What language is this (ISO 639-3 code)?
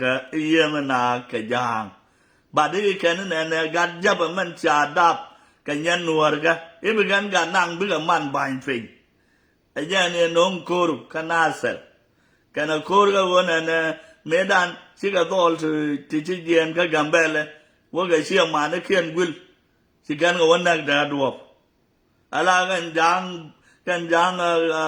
nus